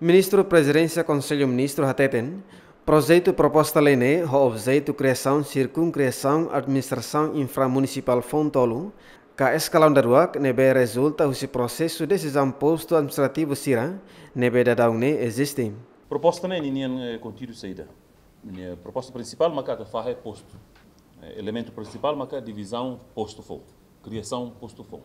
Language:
Tetum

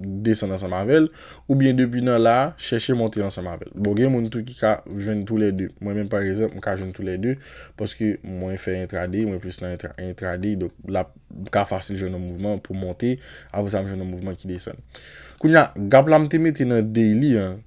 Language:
Haitian Creole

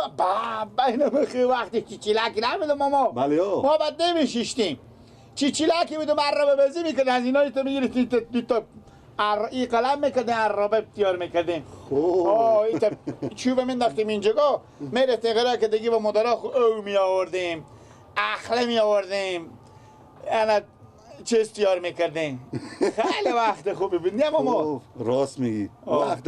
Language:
Persian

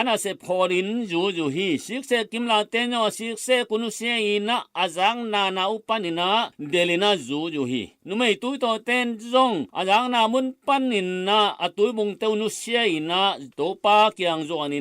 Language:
Tedim Chin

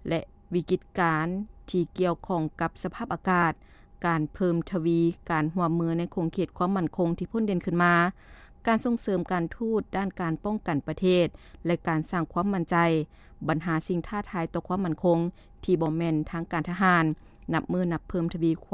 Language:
Lao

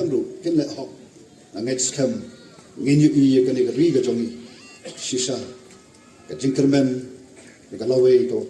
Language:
Khasi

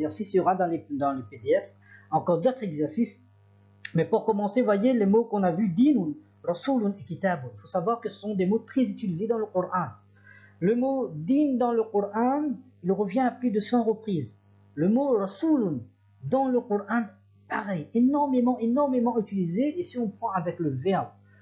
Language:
French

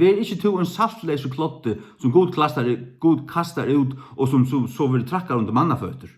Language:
Faroese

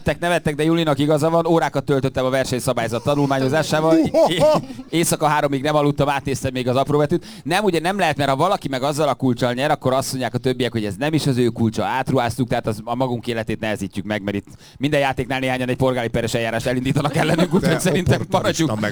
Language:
Hungarian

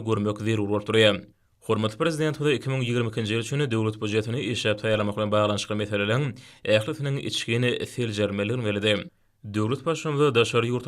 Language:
Turkmen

